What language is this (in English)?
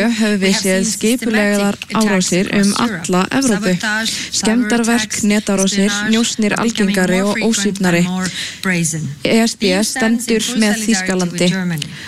Icelandic